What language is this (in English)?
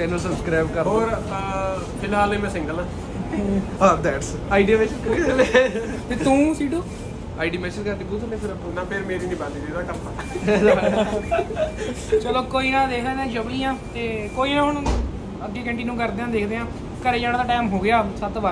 Punjabi